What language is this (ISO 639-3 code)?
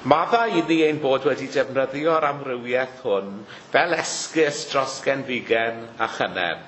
cym